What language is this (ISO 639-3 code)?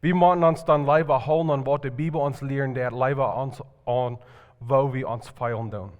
pdt